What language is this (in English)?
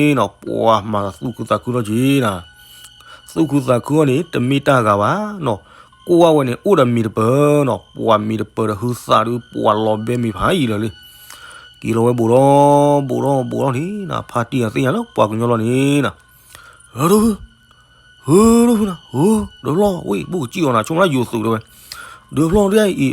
S'gaw Karen